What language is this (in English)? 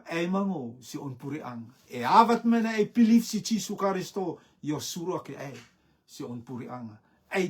Rotuman